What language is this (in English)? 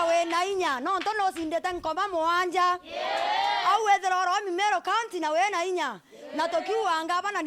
Meru